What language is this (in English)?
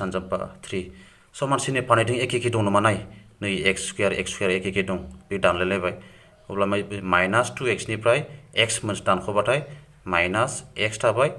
Bodo